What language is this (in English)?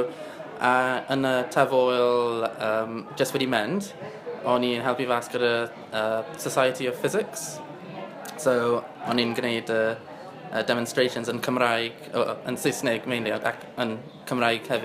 Welsh